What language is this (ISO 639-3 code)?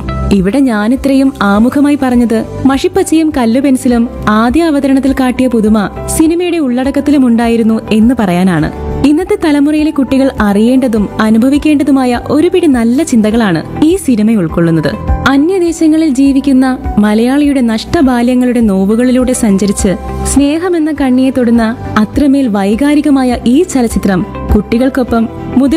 mal